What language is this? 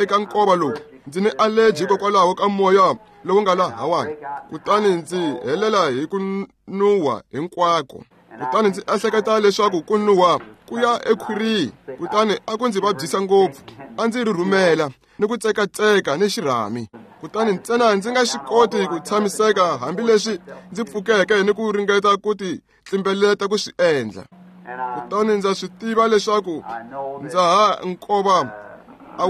Tsonga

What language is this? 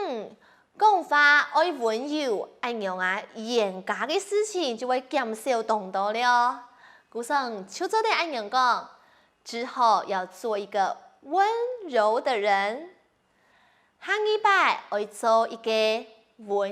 Hakka Chinese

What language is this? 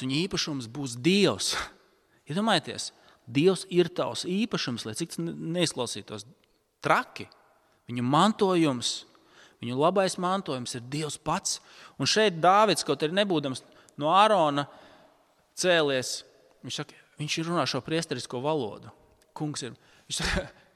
Latvian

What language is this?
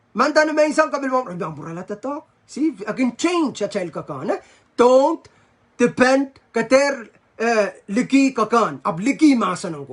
Pohnpeian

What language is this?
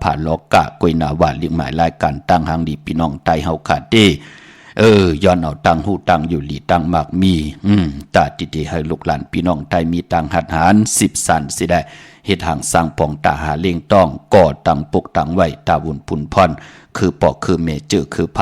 Shan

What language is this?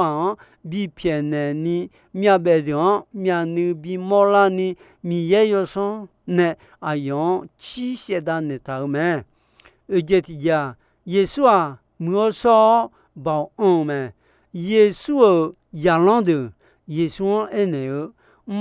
Akha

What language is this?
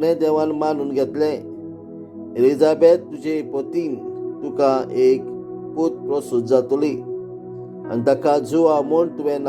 Konkani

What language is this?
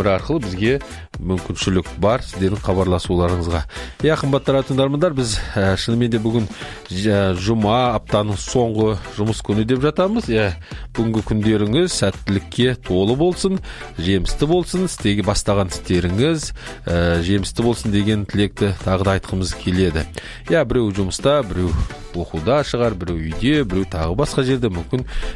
Kazakh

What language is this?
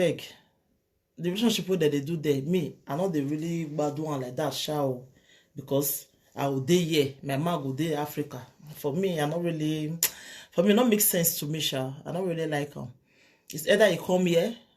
Nigerian Pidgin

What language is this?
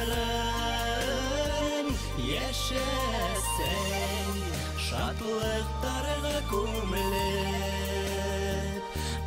Bashkir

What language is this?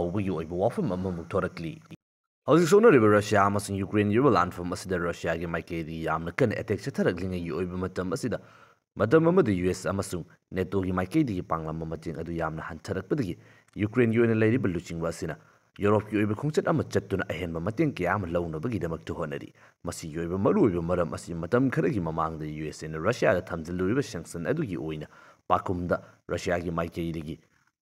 Manipuri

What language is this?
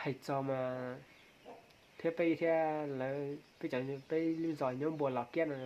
Hmong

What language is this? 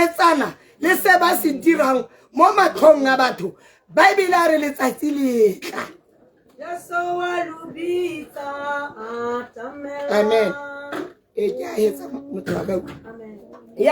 Tswana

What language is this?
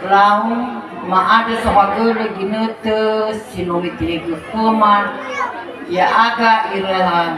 Nias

